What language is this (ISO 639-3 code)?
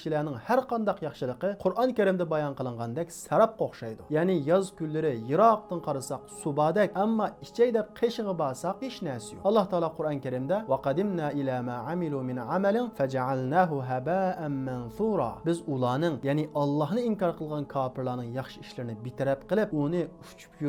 uig